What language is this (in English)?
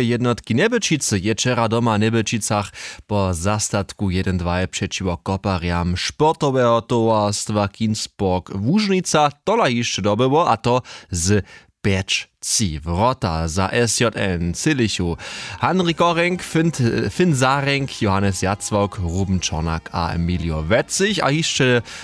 Upper Sorbian